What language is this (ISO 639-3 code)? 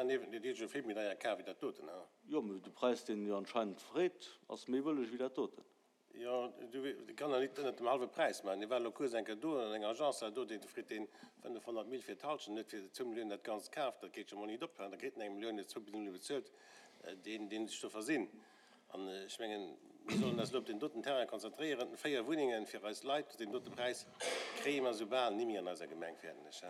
ltz